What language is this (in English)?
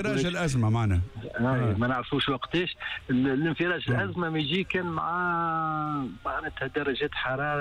Tunisian Arabic